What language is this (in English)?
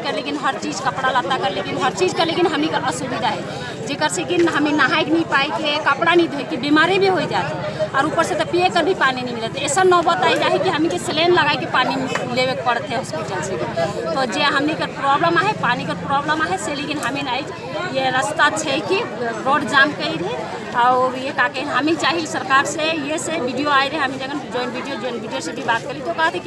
Sadri